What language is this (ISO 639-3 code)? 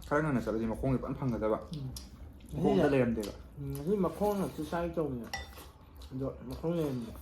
mni